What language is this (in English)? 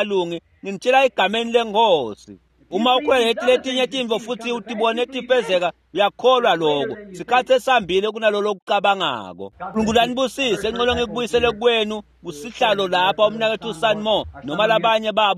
Swati